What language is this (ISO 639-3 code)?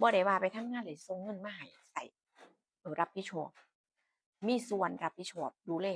tts